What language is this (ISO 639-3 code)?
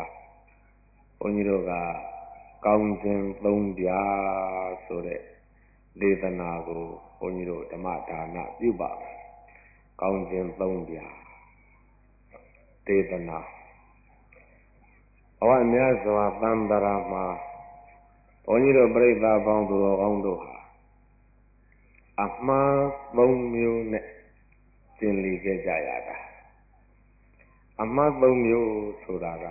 mya